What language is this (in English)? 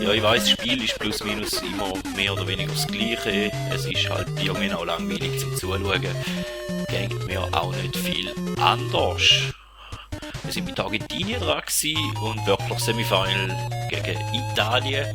Swiss German